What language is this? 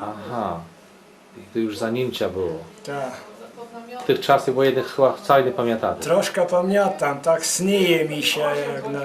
Rusyn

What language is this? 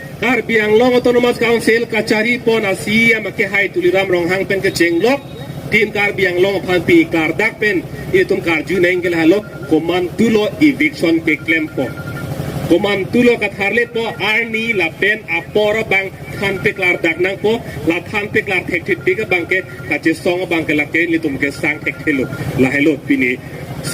Karbi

